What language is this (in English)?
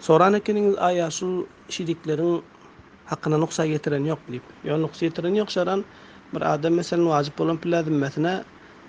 Turkmen